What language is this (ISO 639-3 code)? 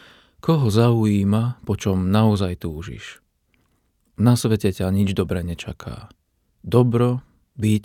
slk